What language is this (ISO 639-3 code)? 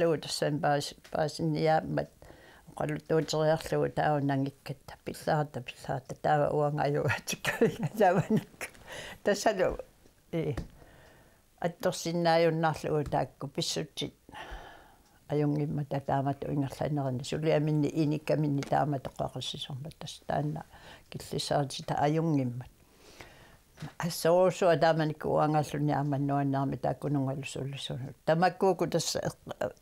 kal